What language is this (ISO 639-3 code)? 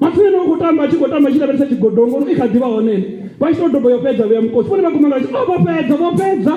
ven